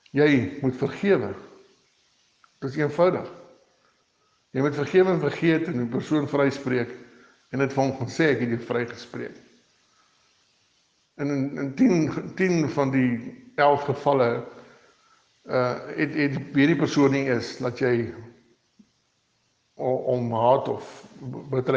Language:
Afrikaans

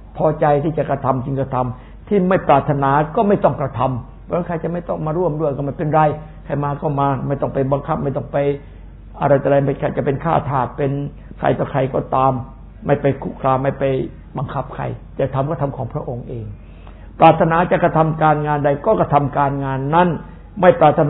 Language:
Thai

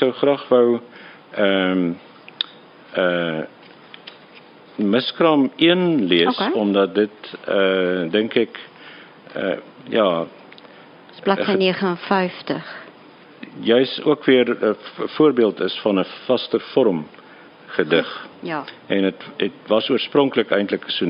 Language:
Afrikaans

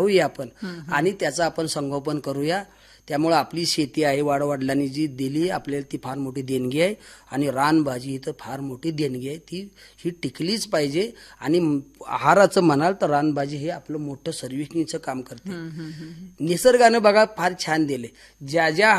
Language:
Marathi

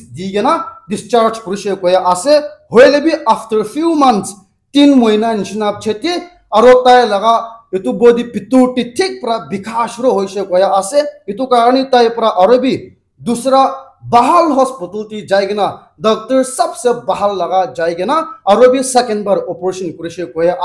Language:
Naga Pidgin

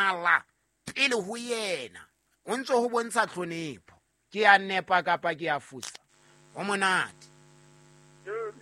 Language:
Southern Sotho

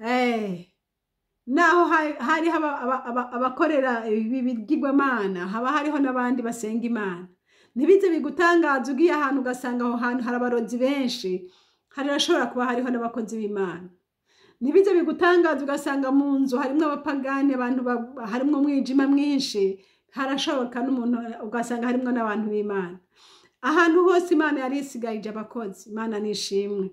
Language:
Rundi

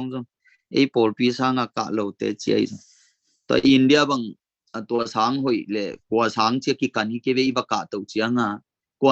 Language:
Tedim Chin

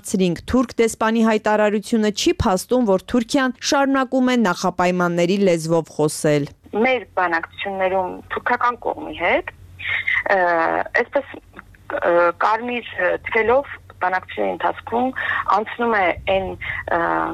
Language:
Armenian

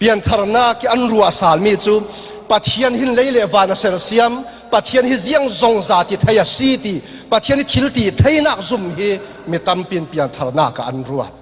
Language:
Falam Chin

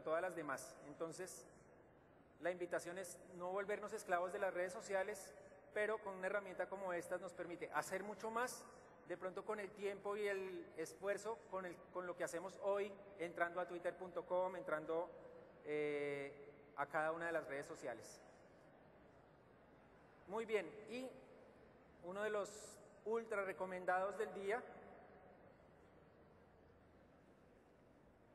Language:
Spanish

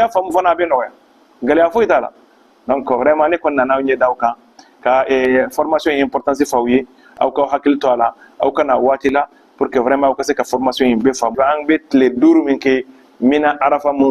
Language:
Bambara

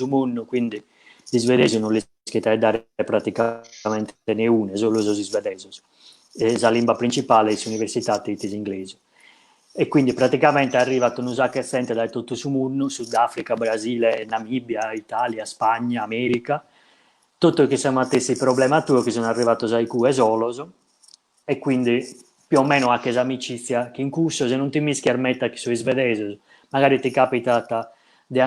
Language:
Sardinian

